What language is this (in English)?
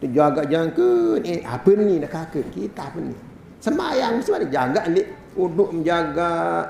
Sasak